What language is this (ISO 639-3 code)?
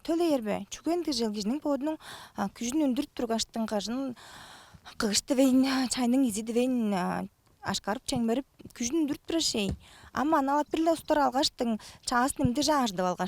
tyv